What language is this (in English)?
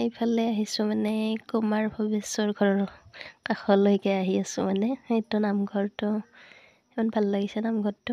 Assamese